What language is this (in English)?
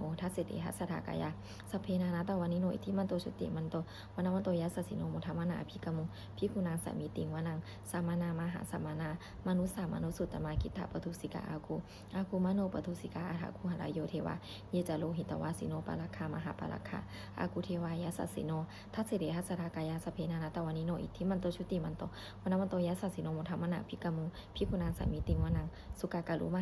Pali